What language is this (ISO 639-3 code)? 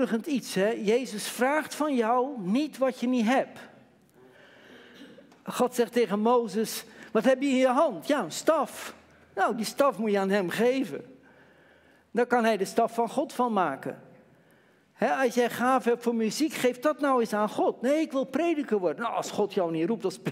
nld